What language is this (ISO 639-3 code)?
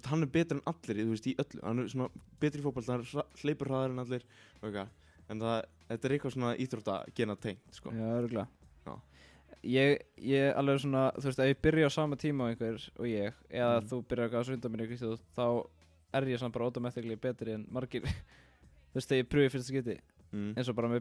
isl